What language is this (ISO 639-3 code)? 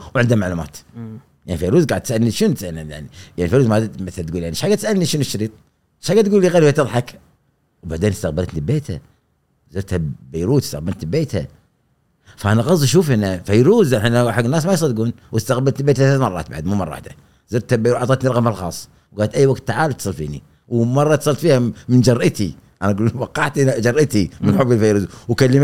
afb